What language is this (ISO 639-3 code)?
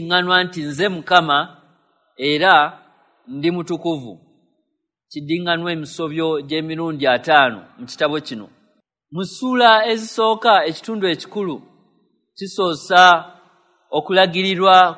lug